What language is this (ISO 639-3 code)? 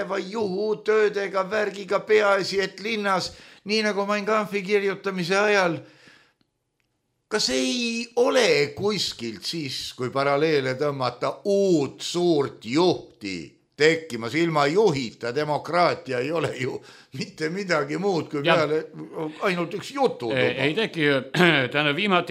est